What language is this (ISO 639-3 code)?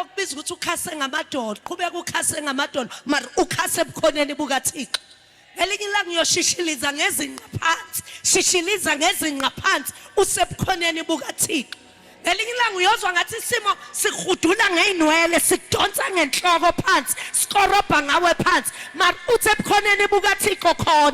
zul